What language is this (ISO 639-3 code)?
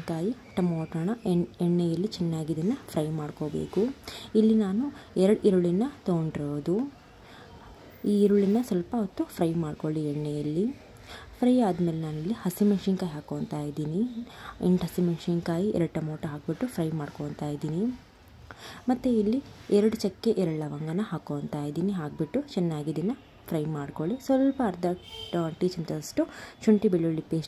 kan